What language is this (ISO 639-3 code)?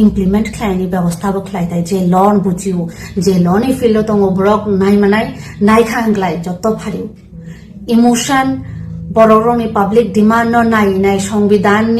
trp